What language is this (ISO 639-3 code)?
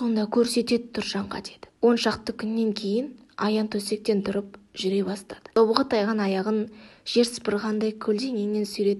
kaz